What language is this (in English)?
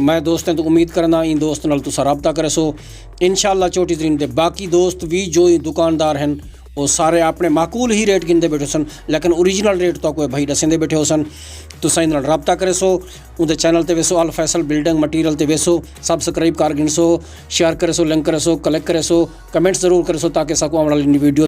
Saraiki